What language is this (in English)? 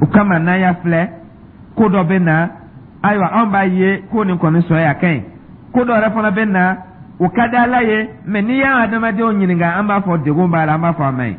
Dyula